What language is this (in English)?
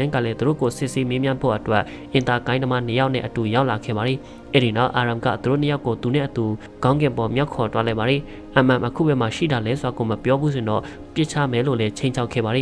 Burmese